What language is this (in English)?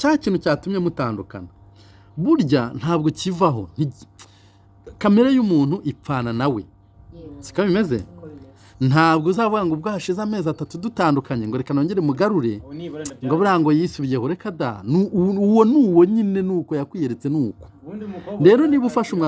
Kinyarwanda